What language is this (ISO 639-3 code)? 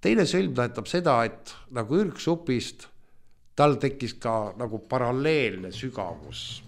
est